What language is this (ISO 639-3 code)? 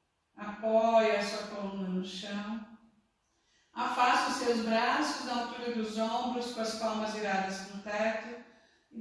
por